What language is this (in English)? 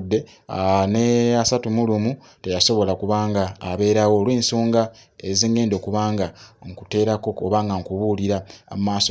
Ganda